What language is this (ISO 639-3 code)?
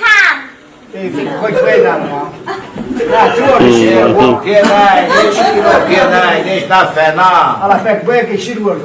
zza